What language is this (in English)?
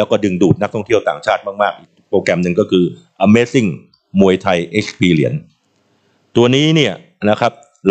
Thai